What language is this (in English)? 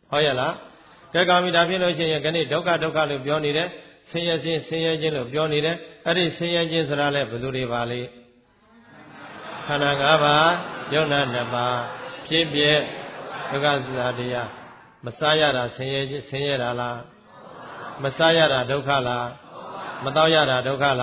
Burmese